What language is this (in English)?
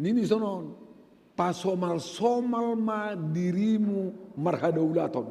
Batak Simalungun